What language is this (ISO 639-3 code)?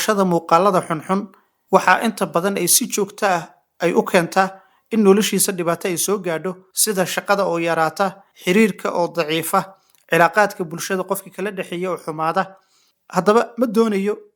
som